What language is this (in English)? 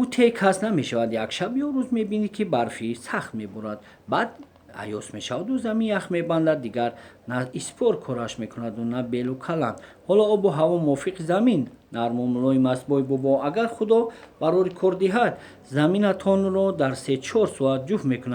Tajik